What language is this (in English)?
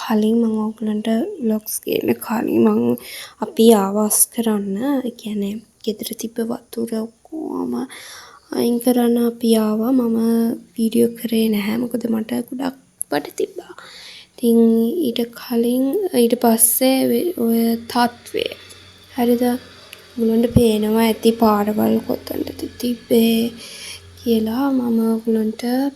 Sinhala